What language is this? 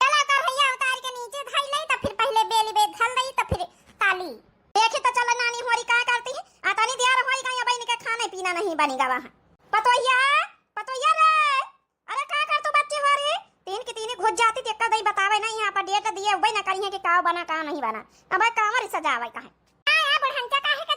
Awadhi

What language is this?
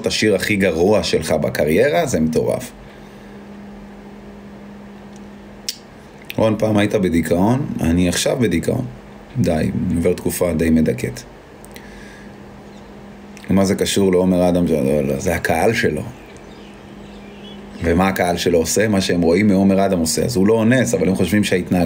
Hebrew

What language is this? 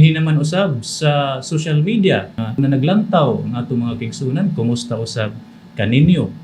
Cebuano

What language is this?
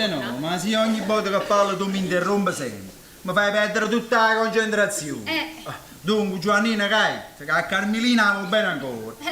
Neapolitan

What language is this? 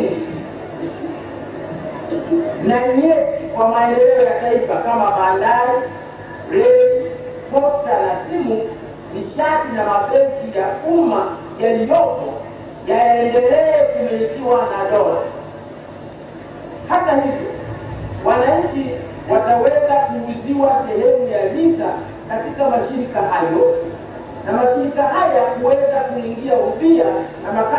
Swahili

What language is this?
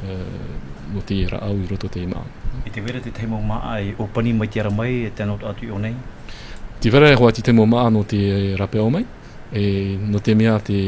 Tahitian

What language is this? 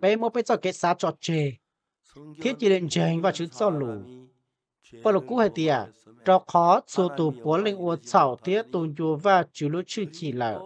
Hmong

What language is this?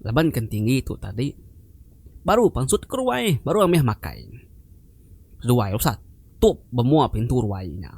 Iban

